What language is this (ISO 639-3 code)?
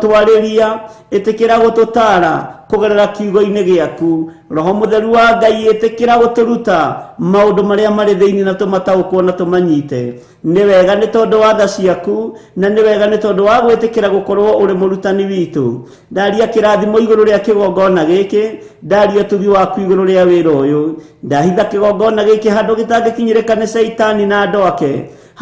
kik